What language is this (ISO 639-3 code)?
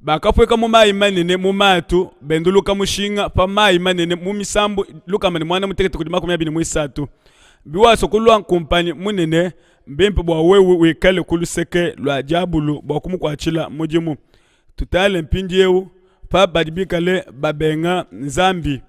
lua